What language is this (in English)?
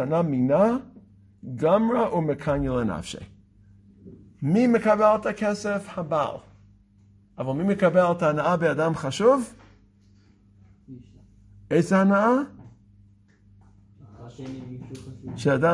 Hebrew